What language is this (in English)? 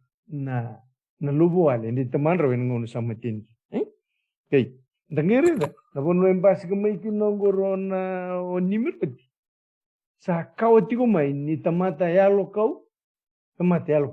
Fijian